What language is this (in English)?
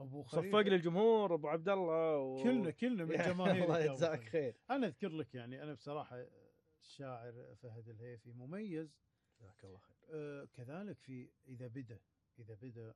Gulf Arabic